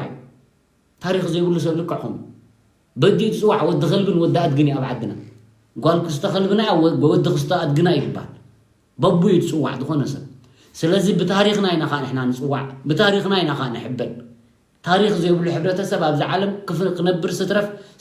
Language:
Tigrinya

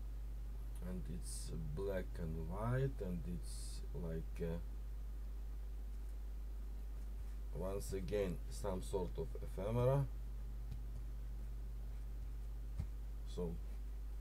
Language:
English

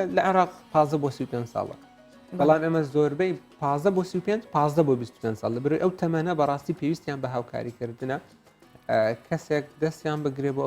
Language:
Central Kurdish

